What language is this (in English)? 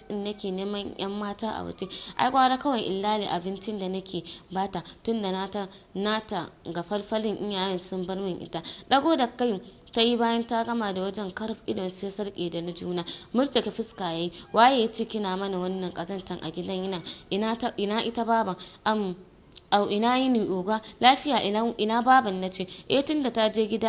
Hausa